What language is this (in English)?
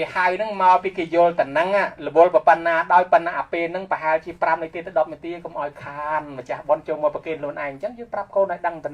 Khmer